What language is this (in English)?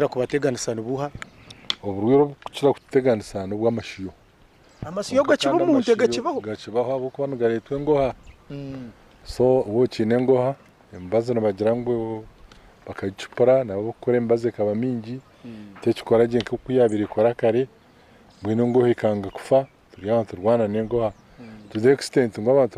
Nyankole